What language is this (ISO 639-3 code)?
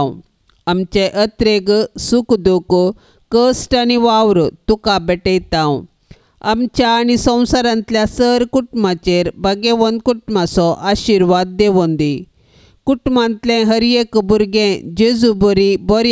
kok